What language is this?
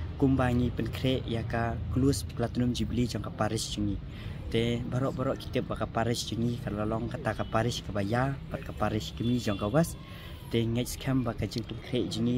Khasi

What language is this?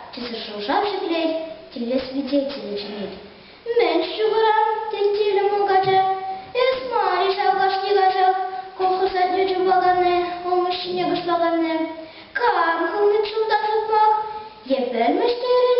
Chuvash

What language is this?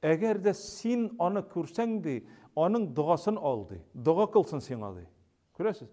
Tatar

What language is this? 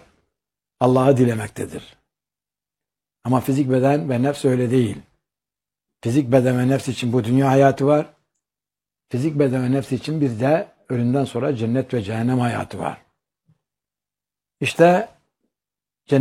Turkish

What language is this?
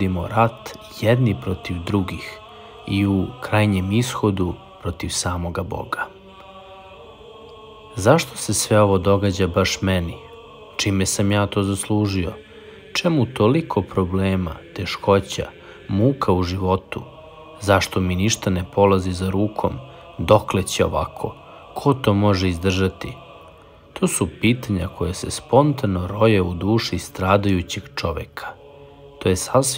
Serbian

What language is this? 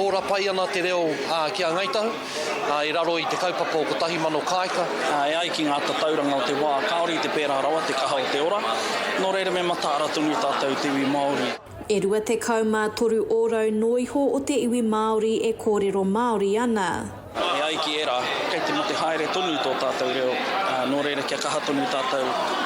Māori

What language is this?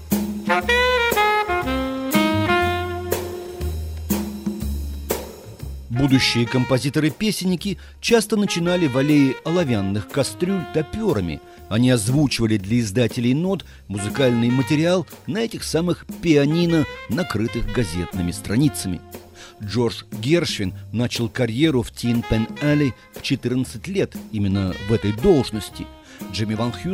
Russian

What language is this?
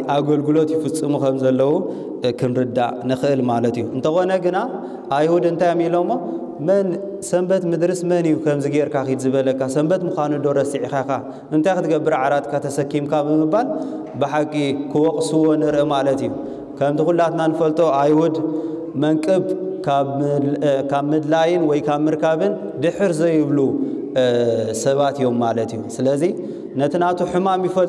Tigrinya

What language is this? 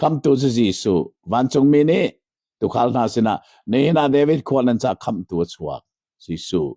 Hakha Chin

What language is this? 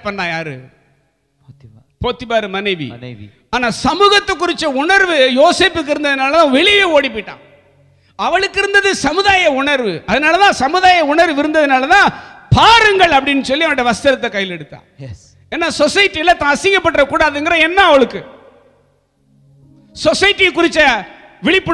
Tamil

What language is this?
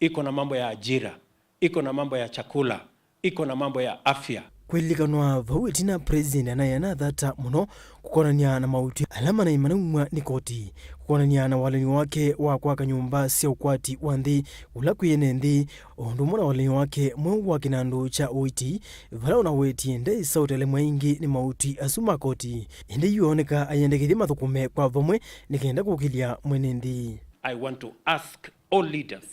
Kamba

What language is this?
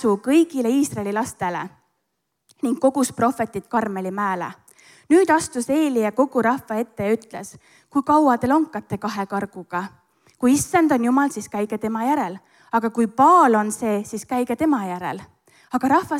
Estonian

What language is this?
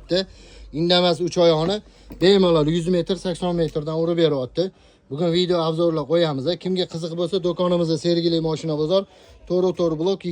Uzbek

